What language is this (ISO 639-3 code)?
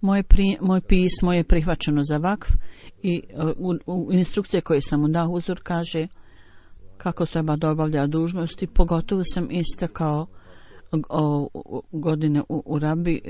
bos